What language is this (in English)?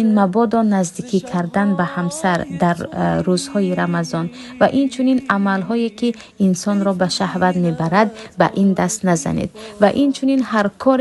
Tajik